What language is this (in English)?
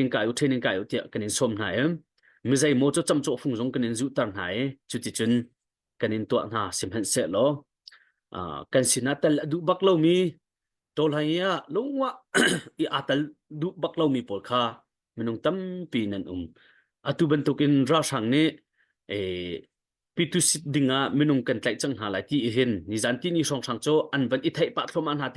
Hakha Chin